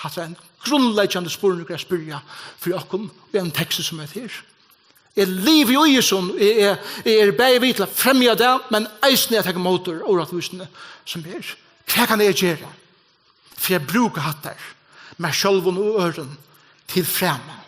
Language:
Faroese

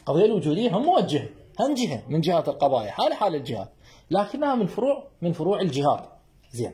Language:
Mesopotamian Arabic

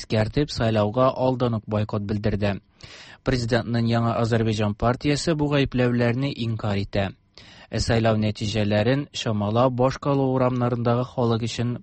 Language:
Tatar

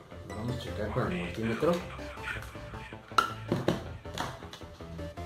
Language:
Spanish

